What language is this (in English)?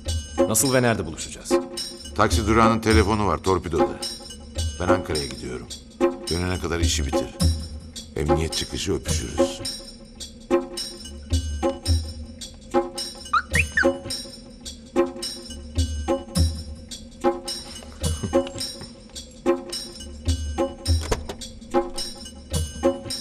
Turkish